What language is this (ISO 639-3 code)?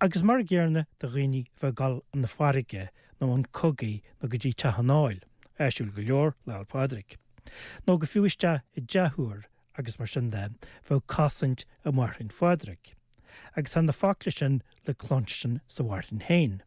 gle